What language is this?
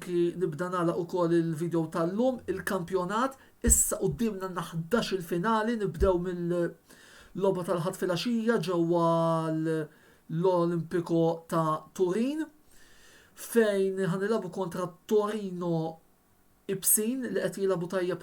Maltese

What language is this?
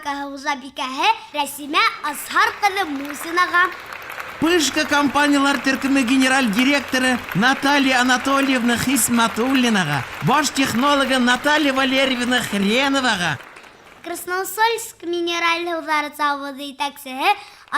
Bashkir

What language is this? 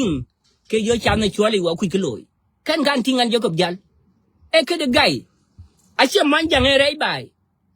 Nuer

